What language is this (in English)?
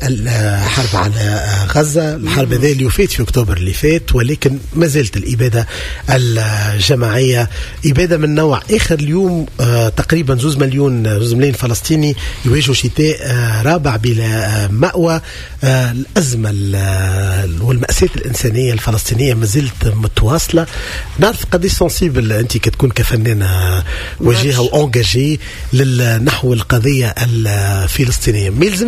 Tunisian Arabic